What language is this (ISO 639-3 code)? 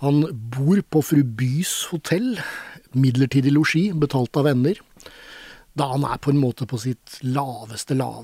nor